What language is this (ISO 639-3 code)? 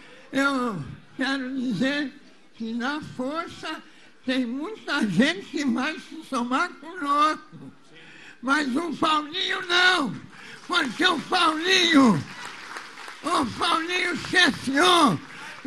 por